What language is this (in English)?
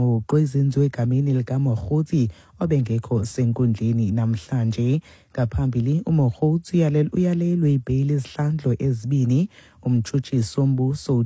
Xhosa